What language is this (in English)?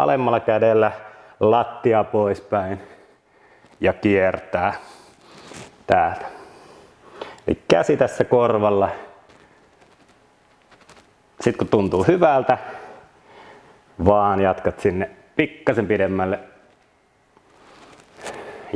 Finnish